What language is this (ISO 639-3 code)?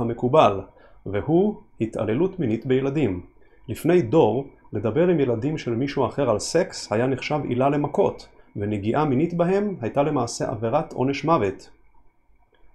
heb